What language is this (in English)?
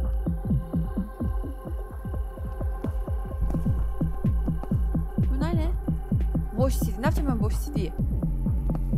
Turkish